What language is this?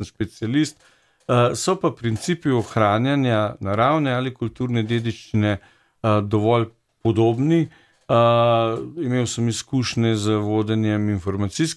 Slovenian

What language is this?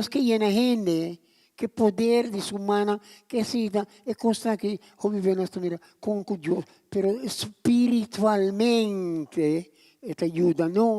Papiamento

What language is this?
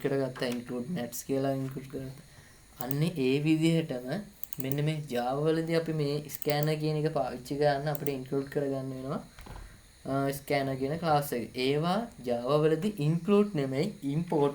Sinhala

